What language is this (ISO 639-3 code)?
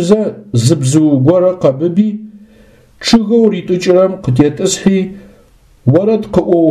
ady